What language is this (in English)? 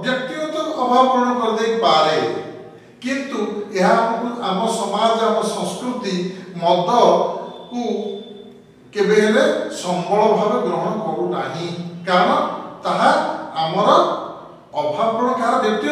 Odia